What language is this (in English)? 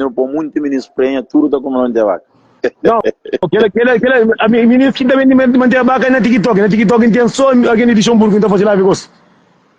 Kabuverdianu